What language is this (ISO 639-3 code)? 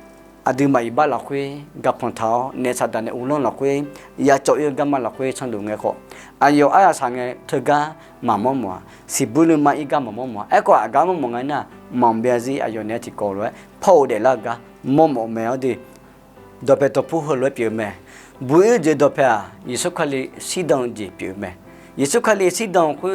ahk